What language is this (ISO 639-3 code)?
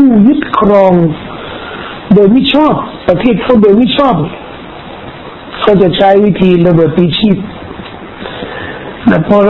tha